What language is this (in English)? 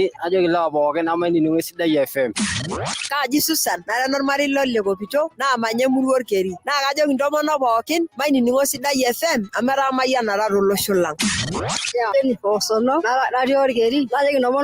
Masai